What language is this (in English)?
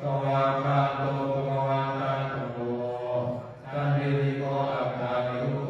Pali